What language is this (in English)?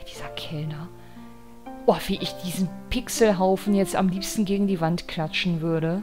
German